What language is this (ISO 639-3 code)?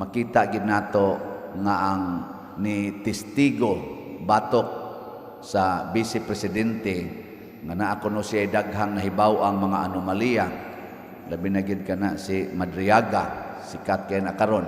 ceb